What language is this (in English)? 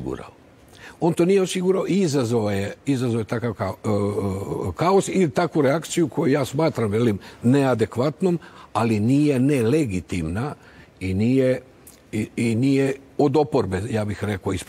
Croatian